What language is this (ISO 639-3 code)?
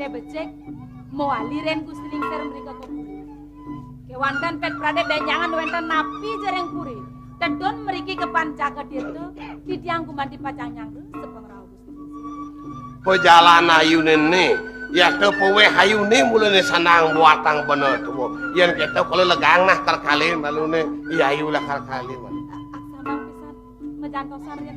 ban